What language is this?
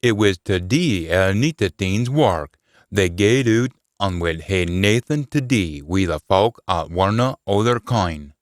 Scots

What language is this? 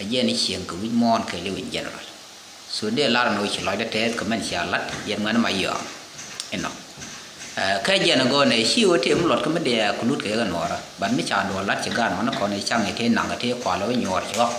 Nuer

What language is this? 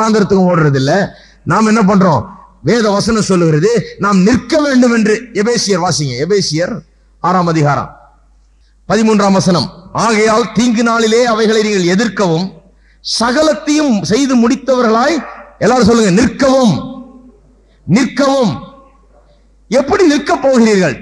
Tamil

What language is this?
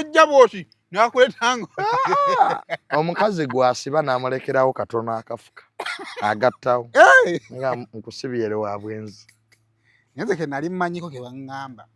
Ganda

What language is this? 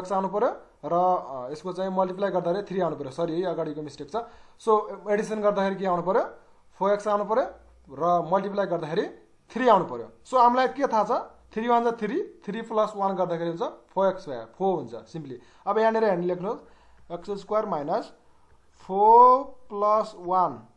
Nepali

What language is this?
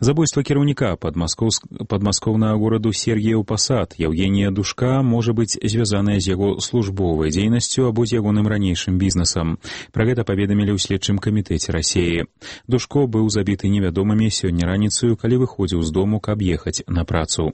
Belarusian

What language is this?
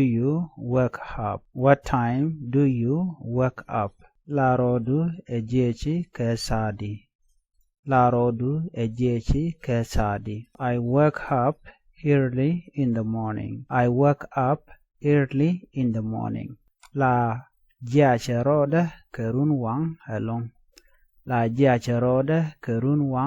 Nuer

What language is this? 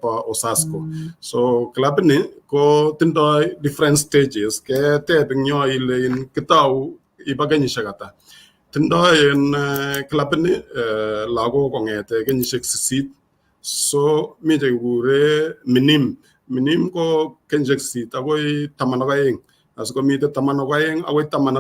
Kalenjin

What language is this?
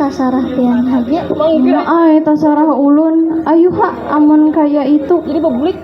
Banjar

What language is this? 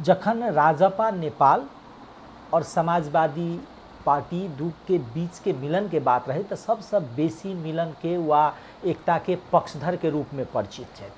Maithili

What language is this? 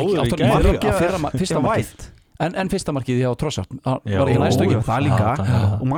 Icelandic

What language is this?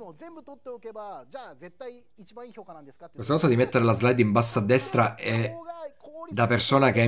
Italian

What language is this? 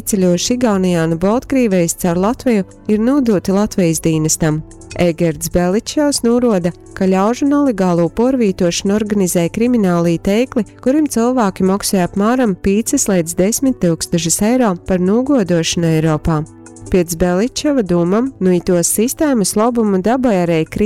Latgalian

